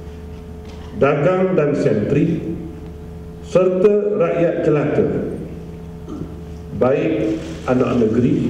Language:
Malay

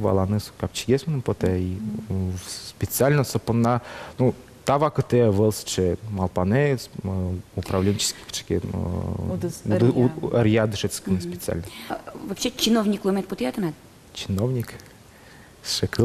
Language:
Udmurt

